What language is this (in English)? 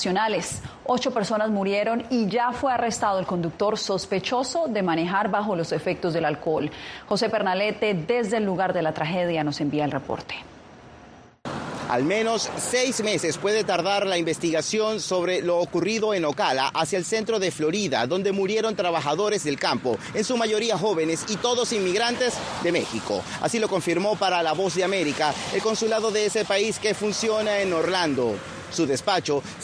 Spanish